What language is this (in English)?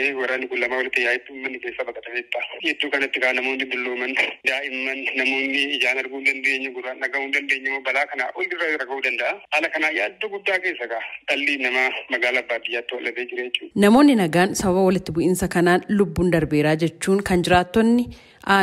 Oromo